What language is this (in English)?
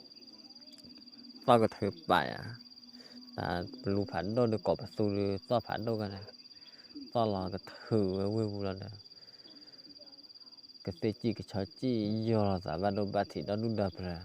S'gaw Karen